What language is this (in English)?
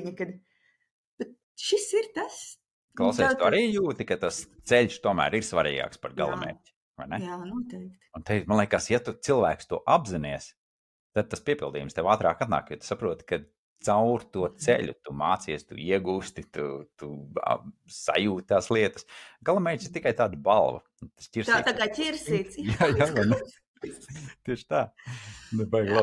Latvian